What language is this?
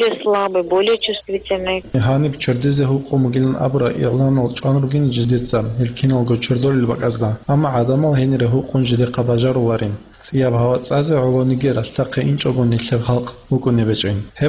Avaric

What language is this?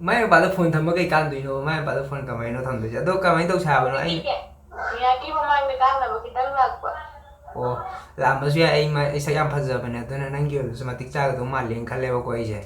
Manipuri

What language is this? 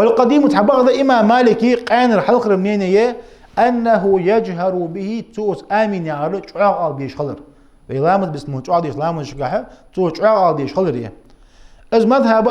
Ingush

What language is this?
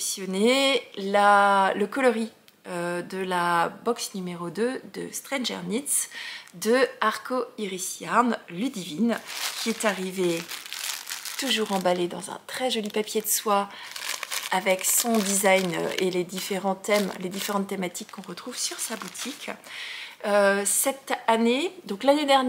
French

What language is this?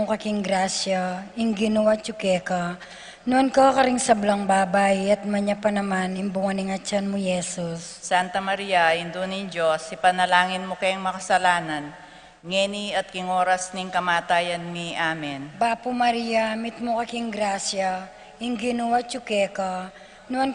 Pampanga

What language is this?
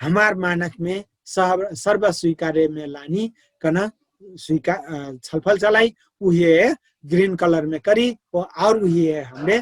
Dangaura Tharu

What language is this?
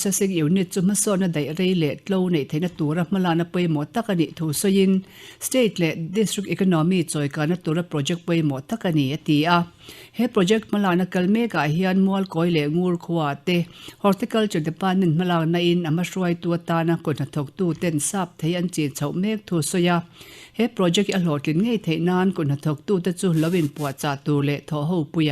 Mizo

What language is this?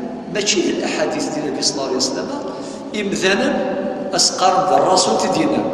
Kabyle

